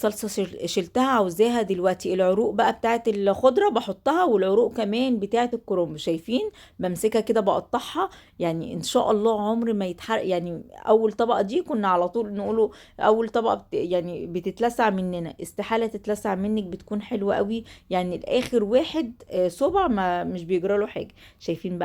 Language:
Egyptian Arabic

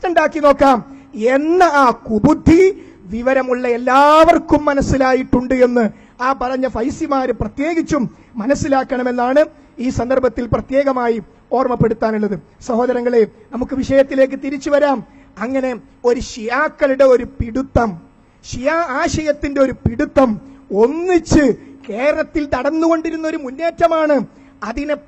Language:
Malayalam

